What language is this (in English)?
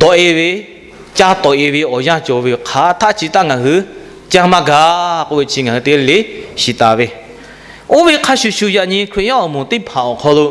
Lahu